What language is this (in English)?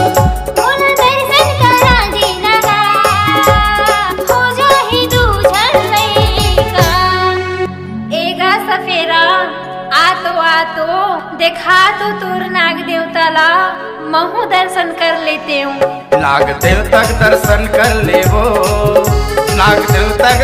Chhattisgarhi